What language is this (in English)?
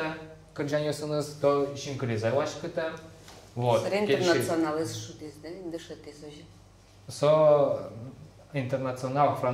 Udmurt